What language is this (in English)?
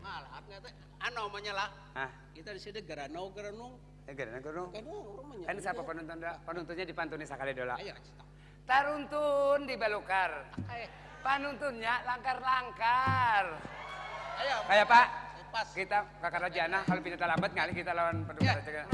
Banjar